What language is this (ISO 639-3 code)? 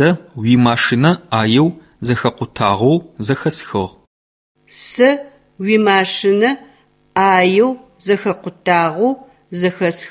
ady